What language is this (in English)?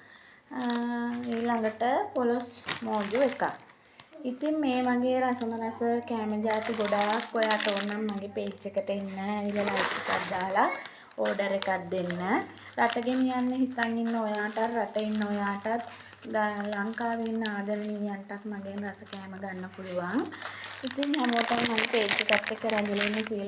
Sinhala